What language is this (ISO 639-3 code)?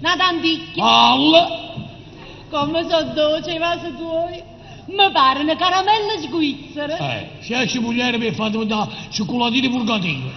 nap